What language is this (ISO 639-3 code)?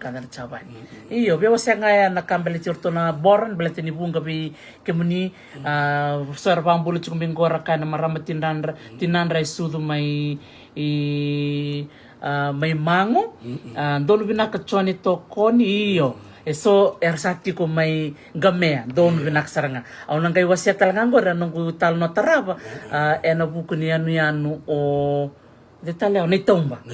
fij